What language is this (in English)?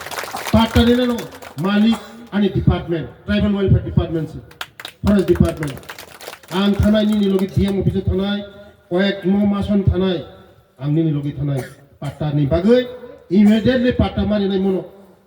Riang (India)